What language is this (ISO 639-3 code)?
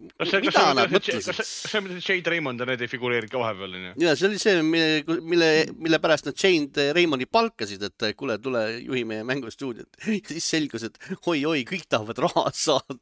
est